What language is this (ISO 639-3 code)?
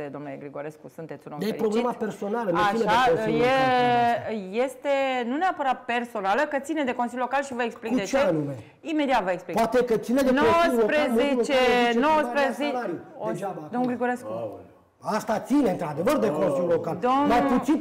ron